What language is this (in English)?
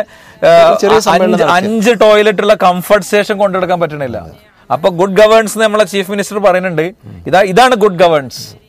Malayalam